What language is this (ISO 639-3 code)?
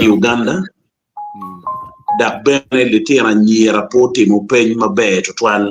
ach